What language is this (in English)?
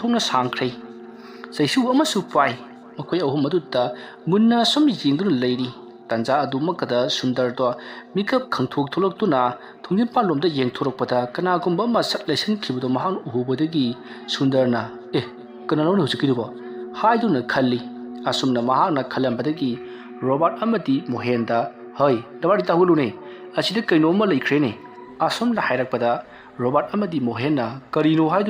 Manipuri